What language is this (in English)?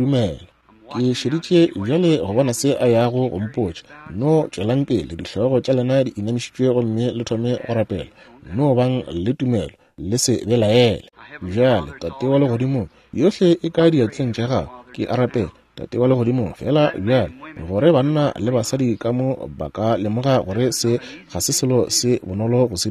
Northern Sotho